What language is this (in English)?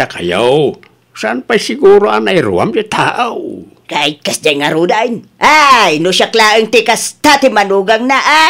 Iloko